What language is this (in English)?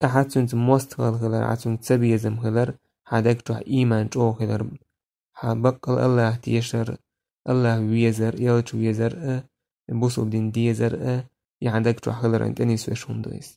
Chechen